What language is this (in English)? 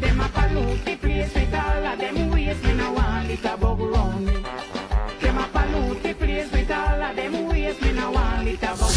Jamaican Creole English